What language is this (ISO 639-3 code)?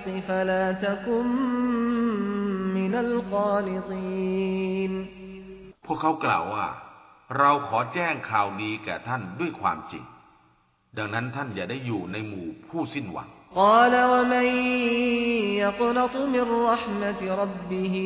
tha